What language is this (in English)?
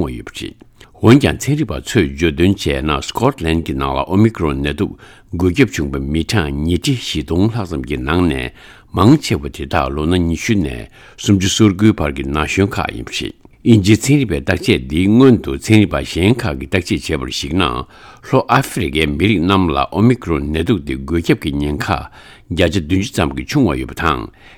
Tibetan